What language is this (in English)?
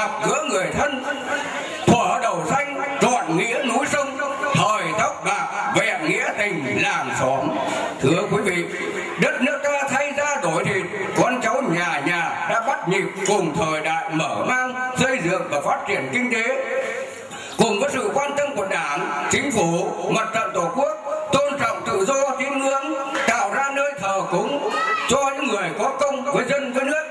Vietnamese